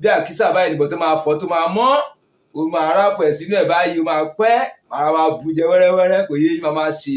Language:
Yoruba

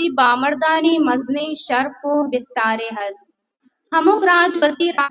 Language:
Baluchi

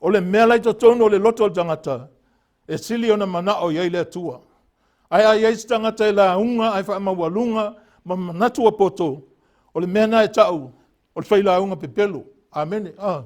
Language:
Samoan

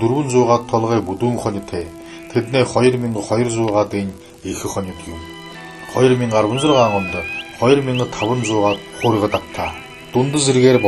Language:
Buriat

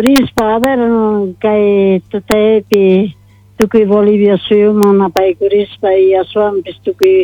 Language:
Quechua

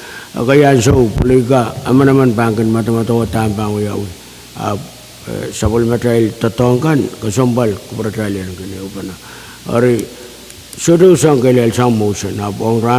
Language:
Pohnpeian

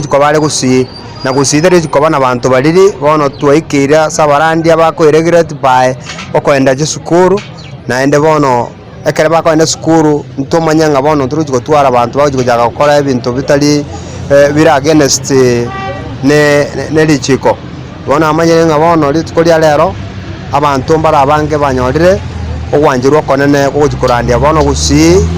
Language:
Gusii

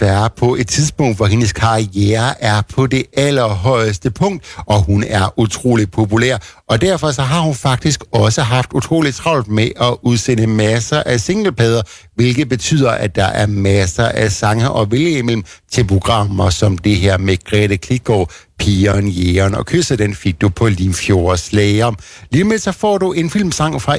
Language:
Danish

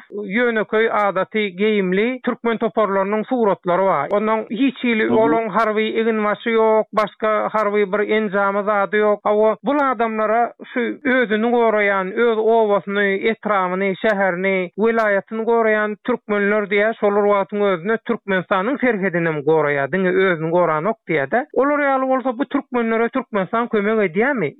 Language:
Turkmen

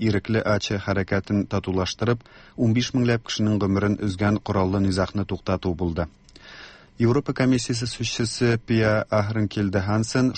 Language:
Tatar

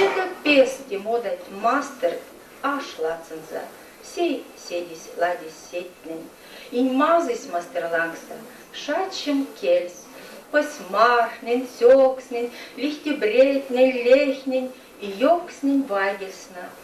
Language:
Erzya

